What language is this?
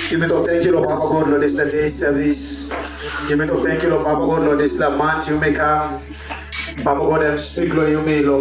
Tok Pisin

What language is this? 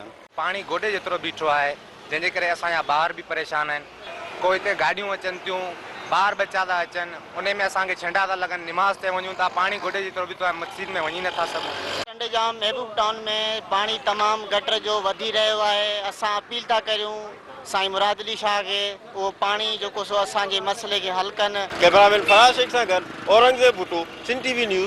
Sindhi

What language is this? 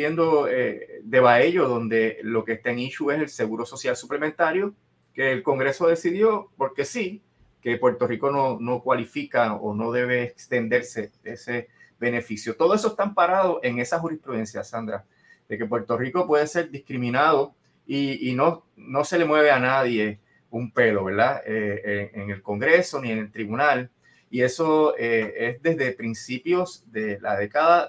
Spanish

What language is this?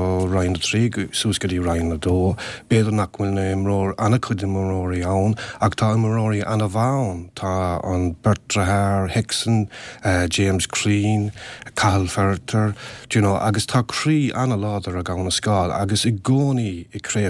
Irish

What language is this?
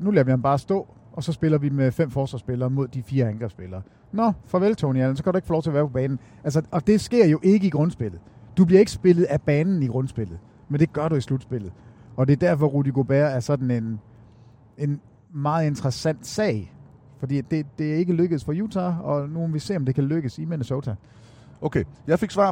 Danish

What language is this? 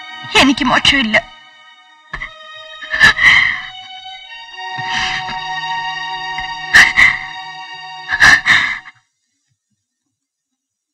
Malayalam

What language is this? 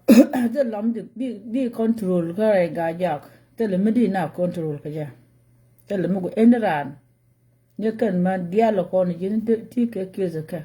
Nuer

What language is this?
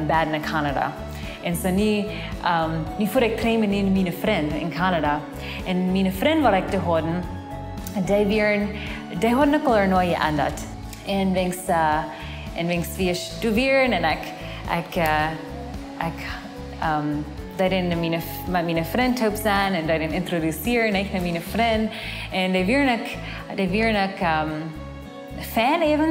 Plautdietsch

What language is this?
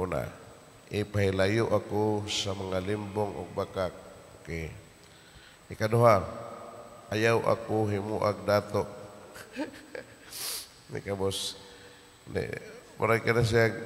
Cebuano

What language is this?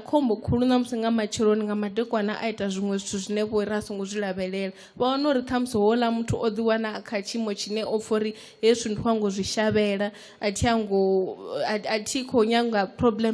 Venda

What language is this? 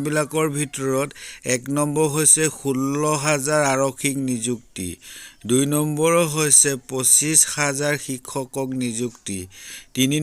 Assamese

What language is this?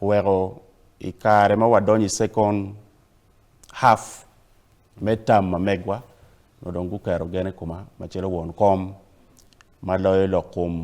Acoli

